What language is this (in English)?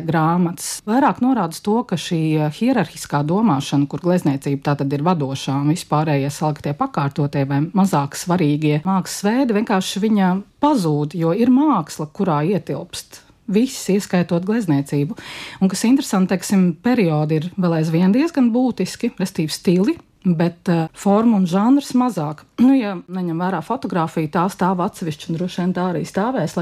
Latvian